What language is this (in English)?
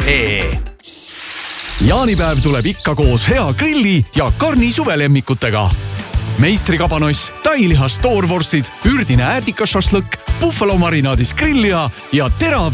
Estonian